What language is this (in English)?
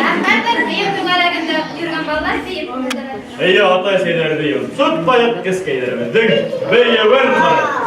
Bashkir